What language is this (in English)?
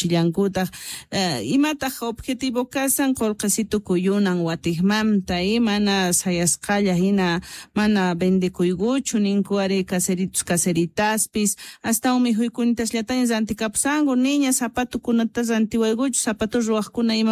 Quechua